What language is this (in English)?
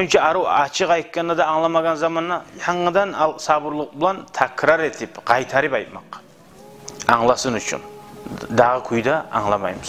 Kumyk